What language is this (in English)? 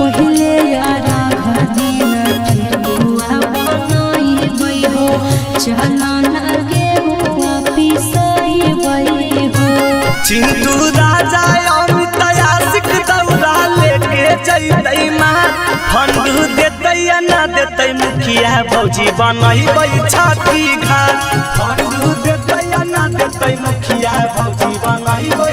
Magahi